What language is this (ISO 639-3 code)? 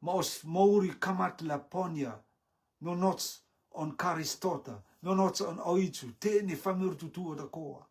rtm